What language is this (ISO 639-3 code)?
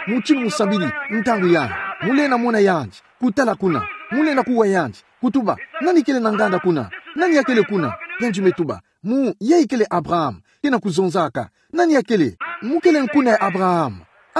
ktu